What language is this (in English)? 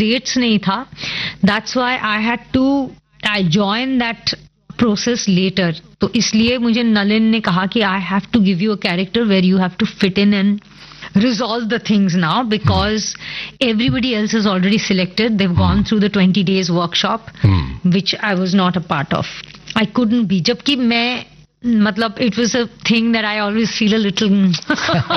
Hindi